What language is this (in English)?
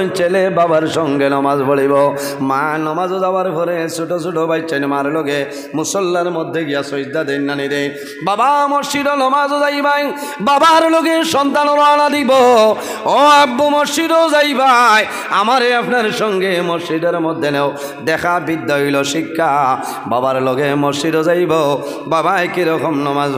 Sylheti